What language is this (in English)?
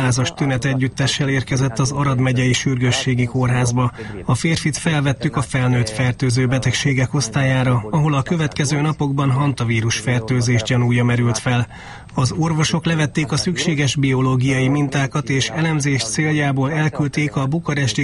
Hungarian